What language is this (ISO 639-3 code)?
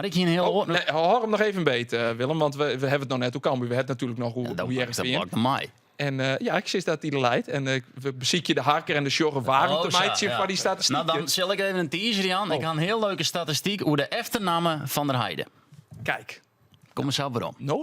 fry